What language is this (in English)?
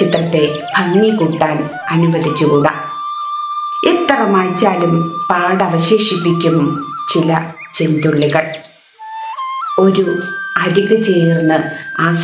Malayalam